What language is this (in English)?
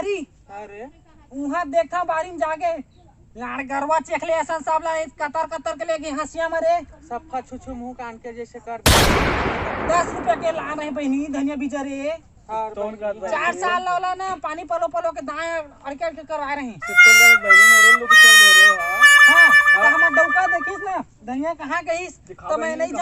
Chhattisgarhi